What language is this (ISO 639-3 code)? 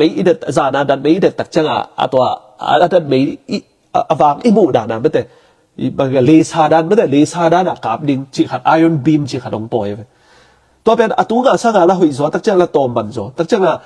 ctd